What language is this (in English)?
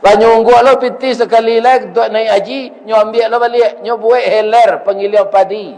Minangkabau